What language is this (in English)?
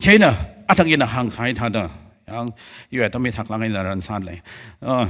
Tangkhul Naga (India)